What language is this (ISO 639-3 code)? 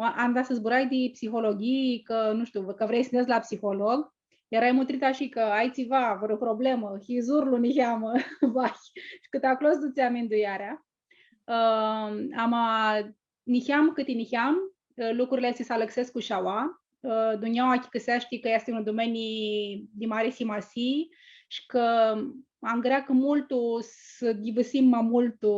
rup